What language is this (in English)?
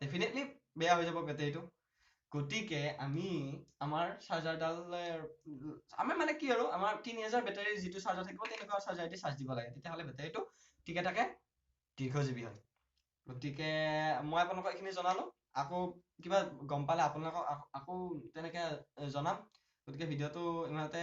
Assamese